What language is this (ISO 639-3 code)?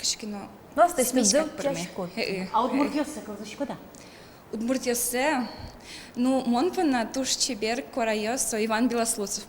udm